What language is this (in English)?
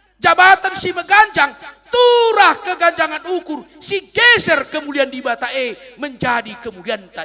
Batak Karo